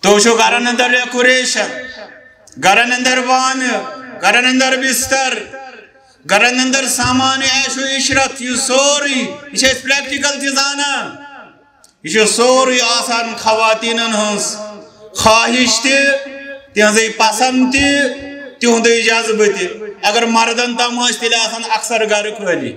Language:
Kashmiri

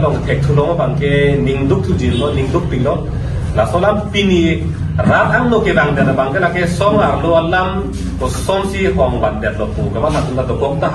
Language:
Karbi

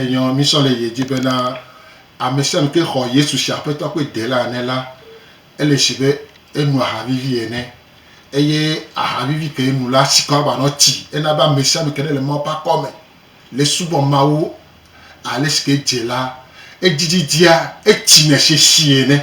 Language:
Gen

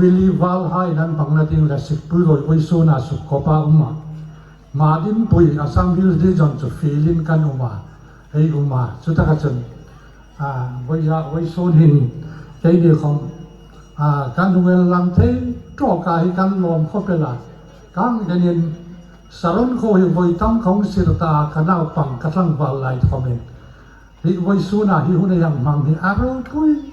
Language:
Hmar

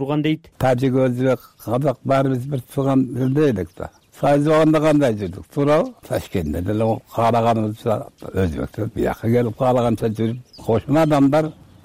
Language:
Kyrgyz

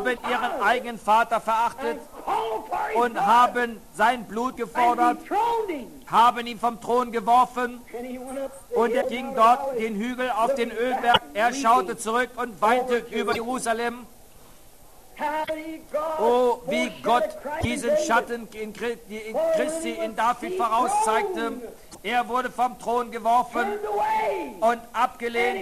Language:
German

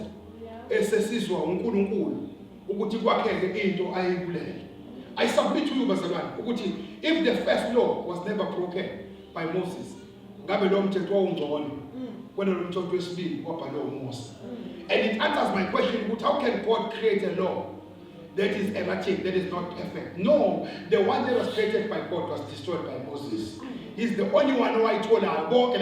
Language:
Zulu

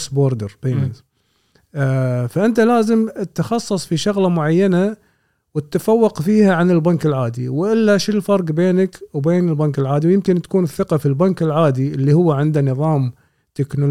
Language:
Gulf Arabic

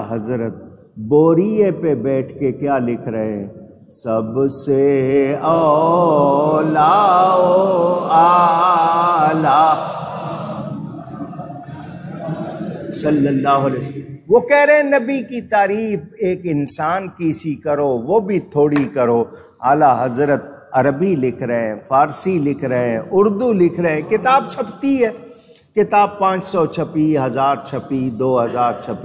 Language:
Urdu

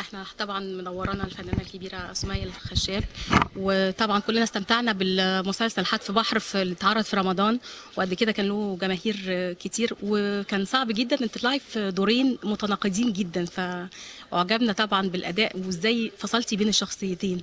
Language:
Egyptian Arabic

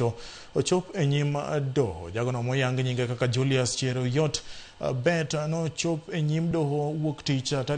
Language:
Luo (Kenya and Tanzania)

